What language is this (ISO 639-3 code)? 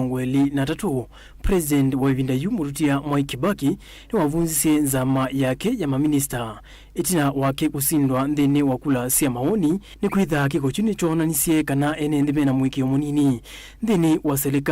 kam